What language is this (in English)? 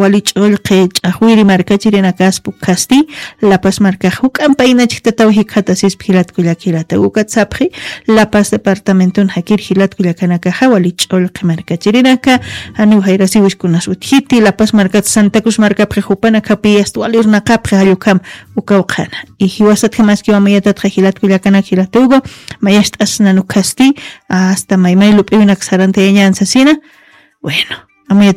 Aymara